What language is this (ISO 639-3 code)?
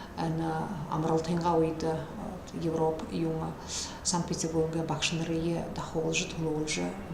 bua